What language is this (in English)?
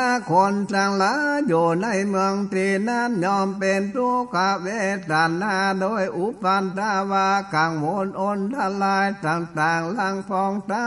Northern Thai